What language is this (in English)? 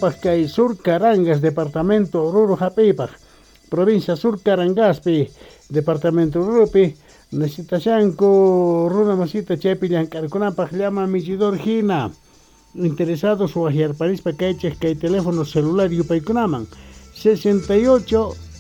South Bolivian Quechua